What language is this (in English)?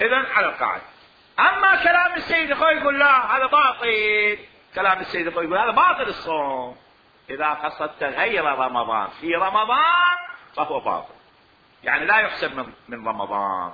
Mesopotamian Arabic